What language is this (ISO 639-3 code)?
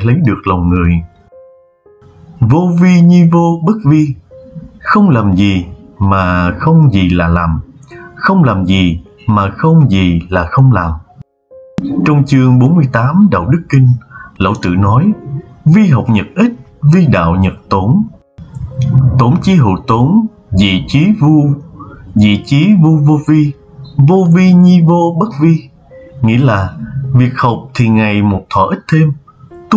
vie